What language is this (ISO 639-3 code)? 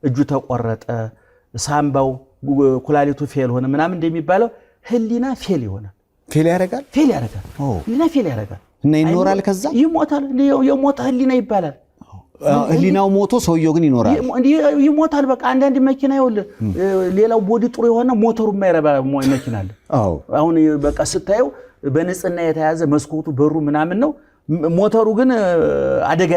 amh